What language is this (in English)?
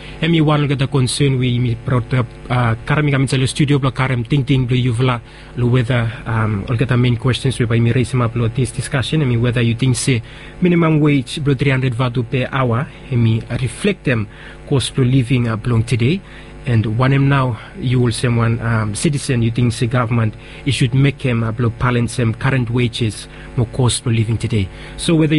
Bislama